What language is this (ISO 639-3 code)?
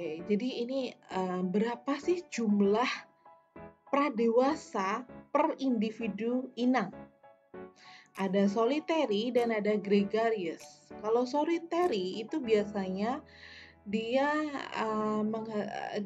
ind